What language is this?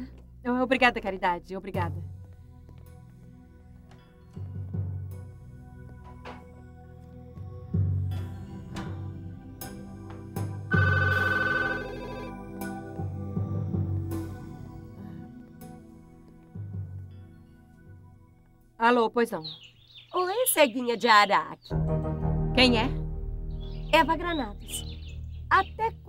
Portuguese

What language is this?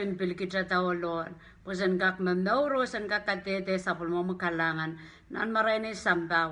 Pohnpeian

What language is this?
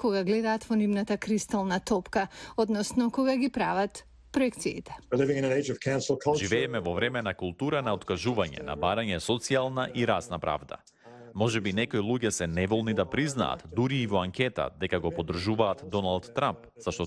Macedonian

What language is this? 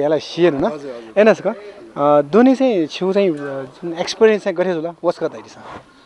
Newari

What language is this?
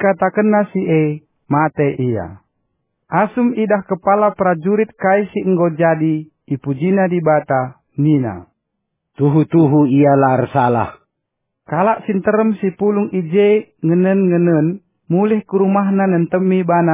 Batak Karo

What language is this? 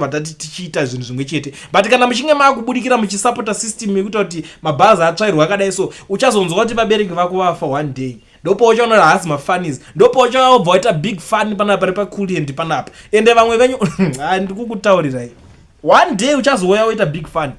Shona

